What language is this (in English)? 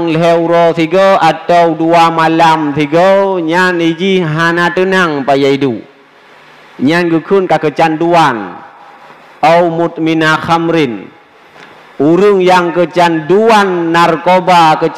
Achinese